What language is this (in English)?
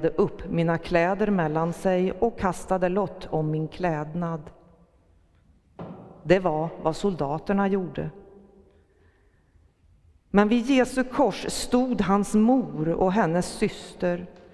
Swedish